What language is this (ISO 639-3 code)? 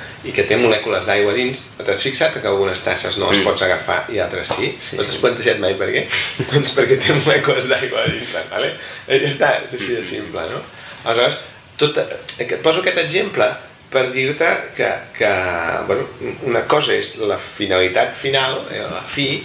cat